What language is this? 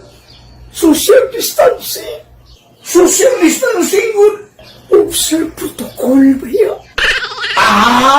Cebuano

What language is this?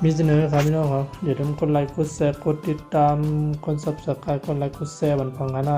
Shan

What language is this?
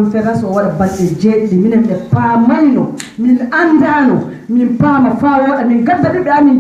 Fula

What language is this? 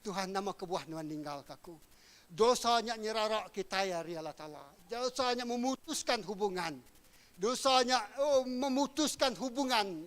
Iban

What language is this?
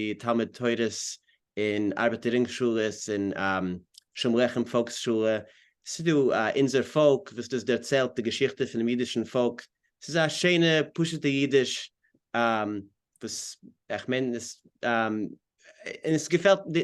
Yiddish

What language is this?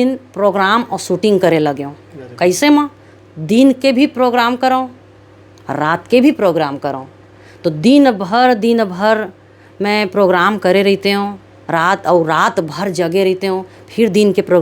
Chhattisgarhi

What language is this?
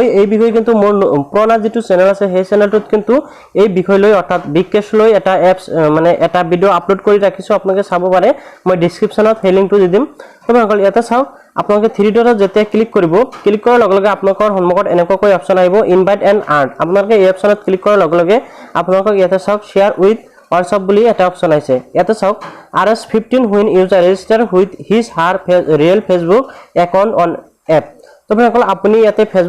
Assamese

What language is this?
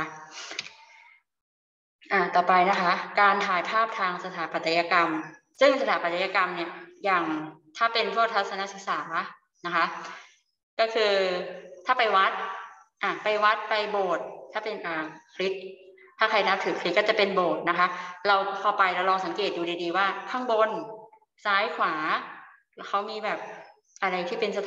Thai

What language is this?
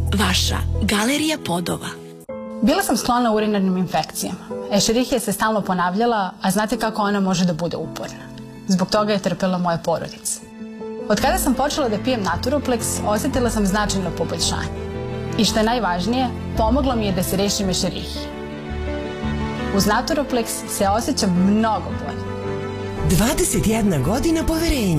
Serbian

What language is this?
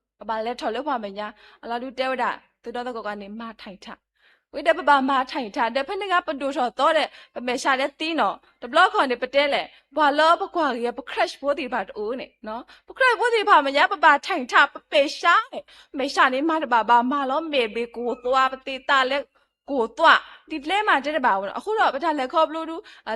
S'gaw Karen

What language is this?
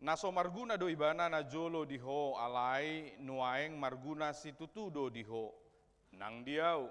Batak Toba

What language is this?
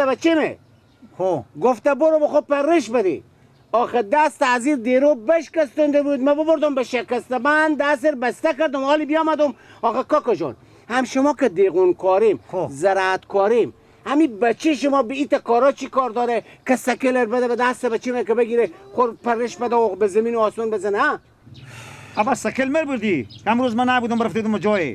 Persian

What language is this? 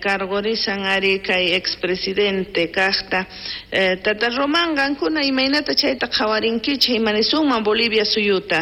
South Bolivian Quechua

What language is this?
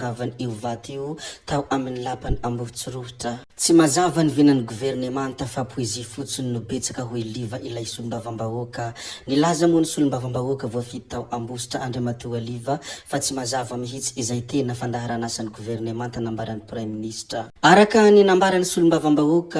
Malagasy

